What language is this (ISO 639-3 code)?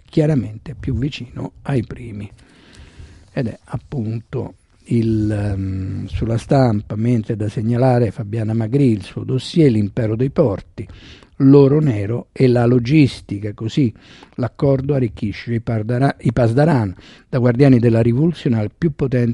ita